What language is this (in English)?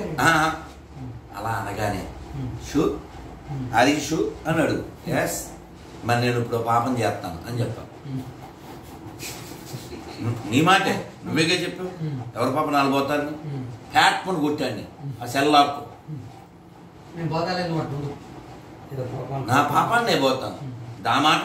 Telugu